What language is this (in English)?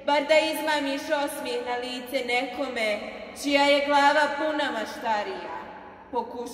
Croatian